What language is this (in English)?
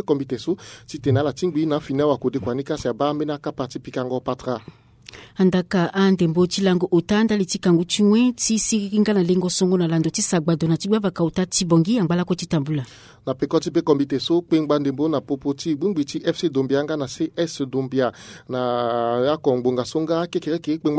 Sango